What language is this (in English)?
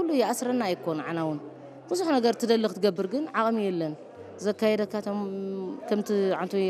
Tigrinya